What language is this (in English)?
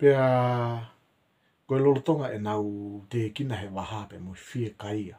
Tongan